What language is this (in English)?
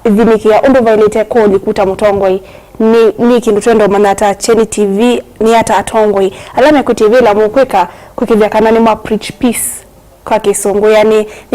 Kamba